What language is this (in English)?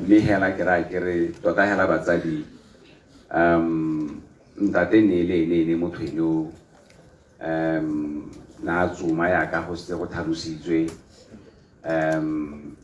Tswana